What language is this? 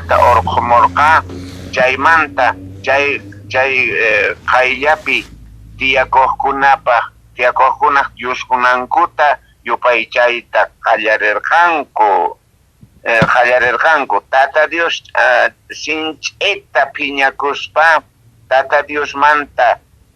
South Bolivian Quechua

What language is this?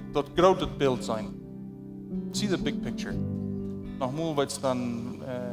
Plautdietsch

